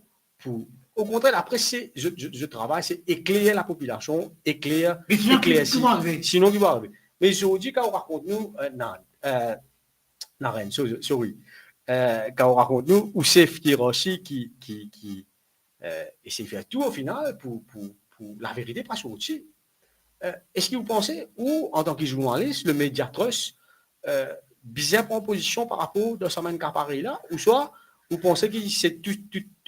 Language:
Morisyen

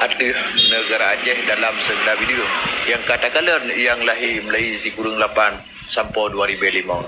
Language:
Achinese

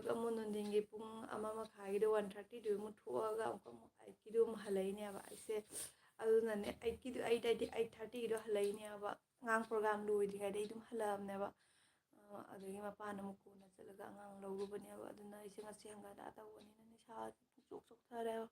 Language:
Manipuri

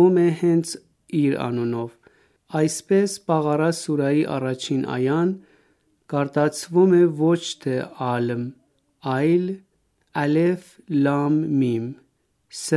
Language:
Armenian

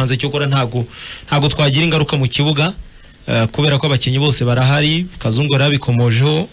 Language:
Kinyarwanda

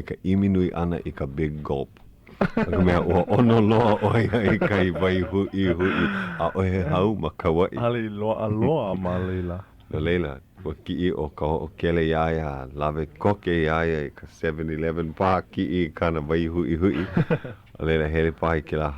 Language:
Hawaiian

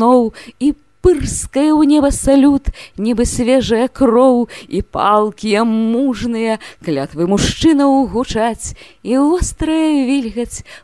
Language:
Belarusian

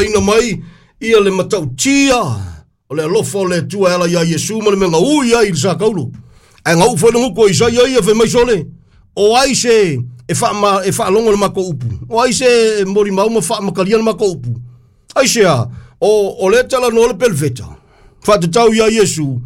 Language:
Samoan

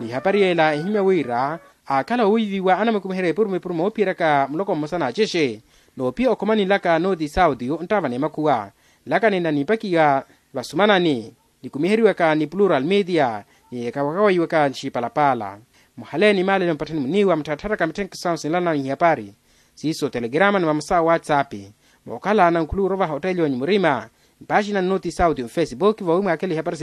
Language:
Makhuwa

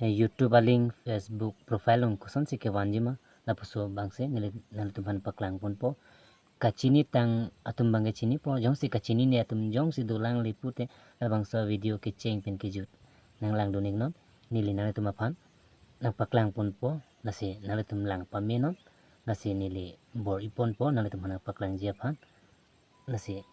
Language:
Karbi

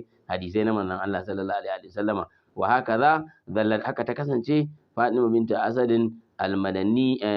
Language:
Hausa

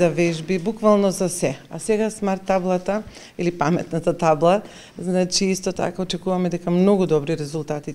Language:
Macedonian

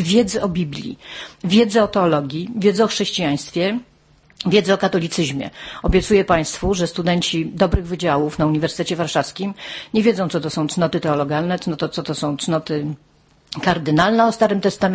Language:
Polish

